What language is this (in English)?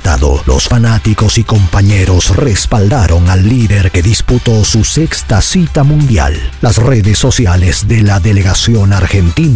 Spanish